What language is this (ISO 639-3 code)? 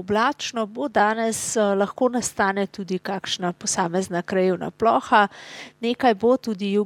slv